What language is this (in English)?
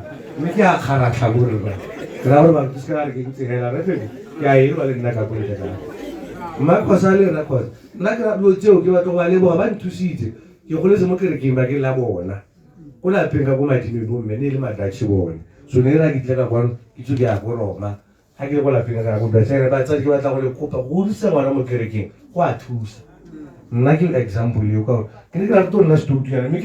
Tswana